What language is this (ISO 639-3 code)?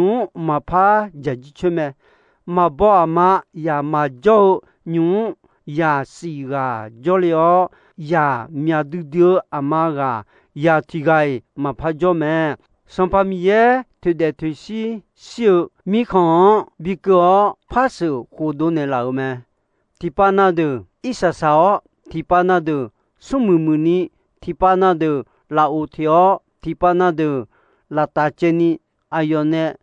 ahk